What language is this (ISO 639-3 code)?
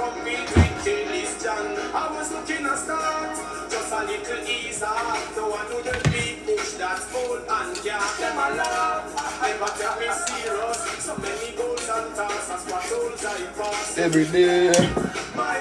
jam